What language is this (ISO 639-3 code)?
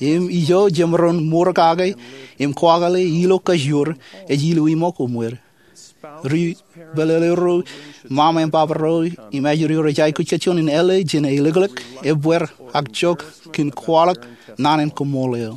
mah